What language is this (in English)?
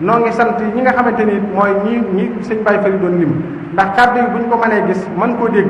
Wolof